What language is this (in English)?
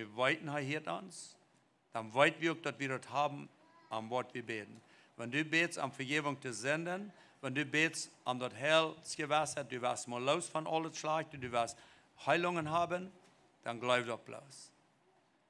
Plautdietsch